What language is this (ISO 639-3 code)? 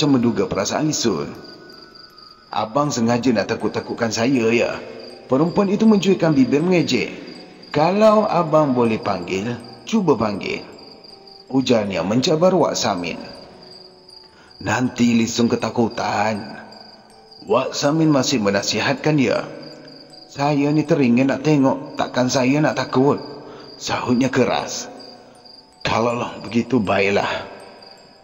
msa